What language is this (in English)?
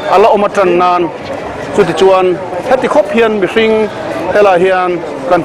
Mizo